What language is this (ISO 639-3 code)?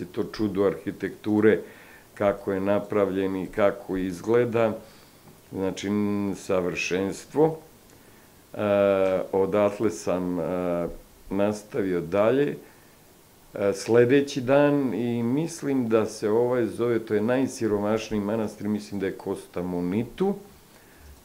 srp